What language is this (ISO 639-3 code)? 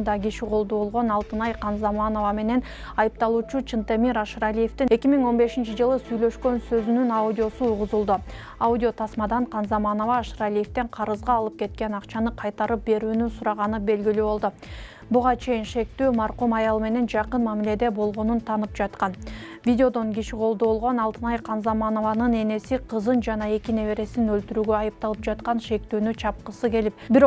kir